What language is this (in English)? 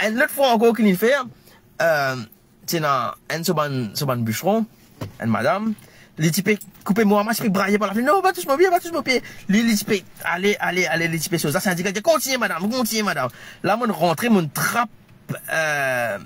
Morisyen